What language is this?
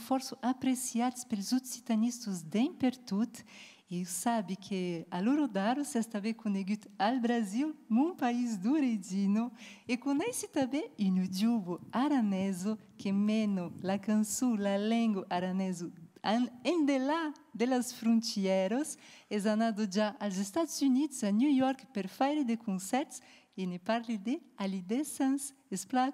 Occitan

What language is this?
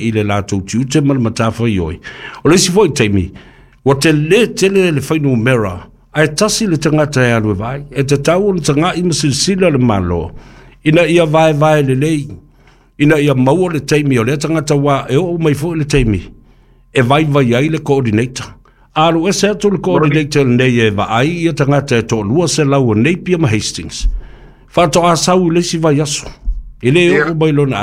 Samoan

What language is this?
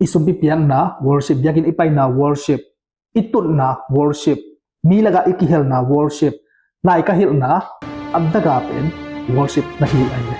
Tedim Chin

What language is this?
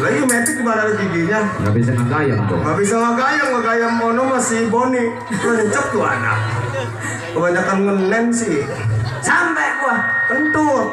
Betawi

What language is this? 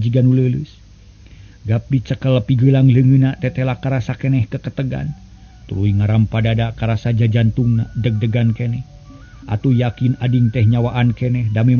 Sundanese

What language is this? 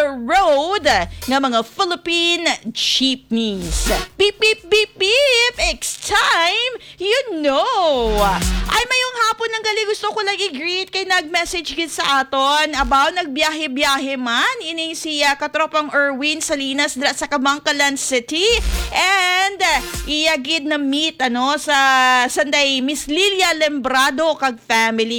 Hiligaynon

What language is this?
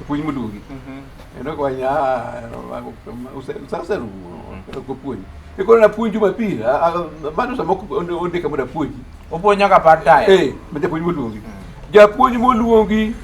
Luo (Kenya and Tanzania)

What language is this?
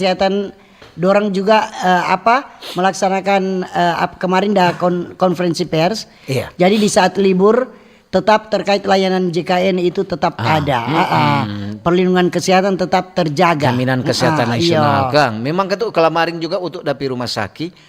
Manado Malay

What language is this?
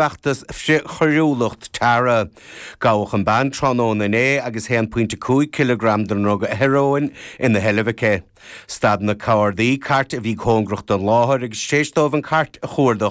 Irish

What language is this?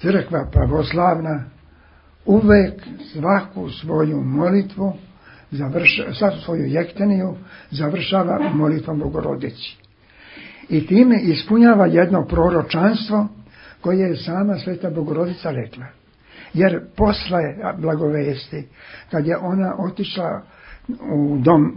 Serbian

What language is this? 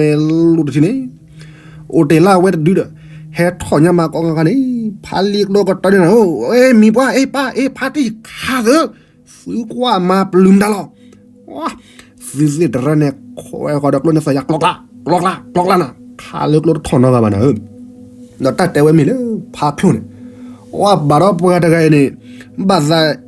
S'gaw Karen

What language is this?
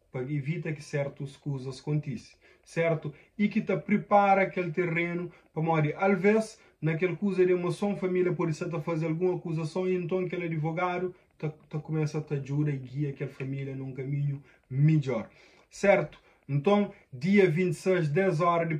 Kabuverdianu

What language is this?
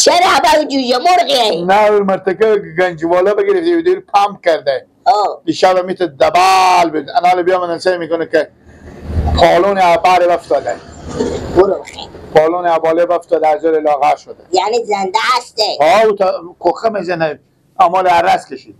Persian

